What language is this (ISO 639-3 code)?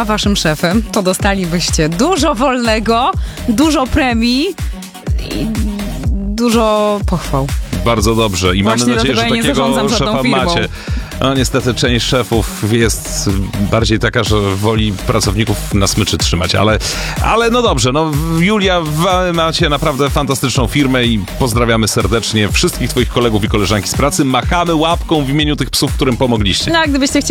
pol